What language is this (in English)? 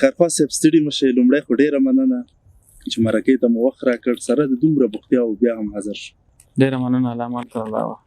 Pashto